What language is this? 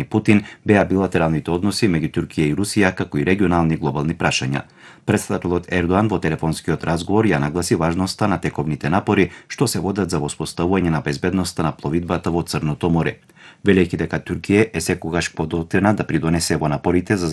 Macedonian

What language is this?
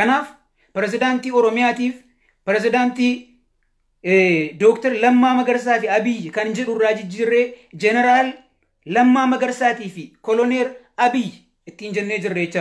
Oromo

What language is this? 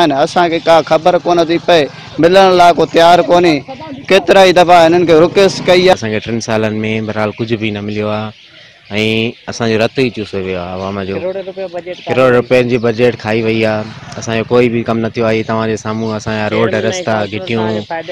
Sindhi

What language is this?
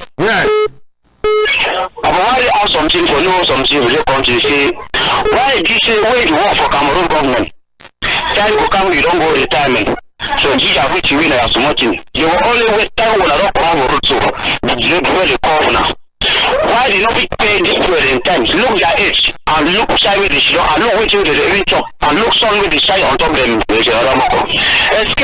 Cameroon Pidgin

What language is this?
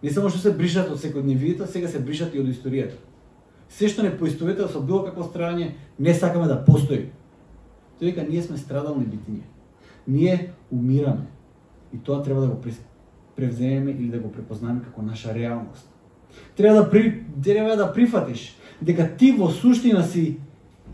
Macedonian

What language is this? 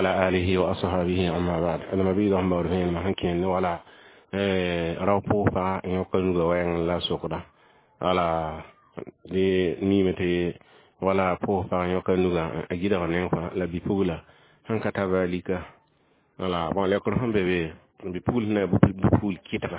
Mossi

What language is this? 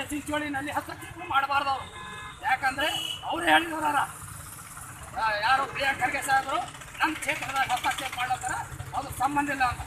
Kannada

